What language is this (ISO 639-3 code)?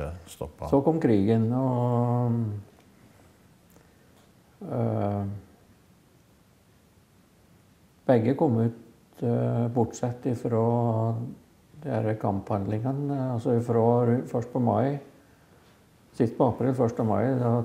nor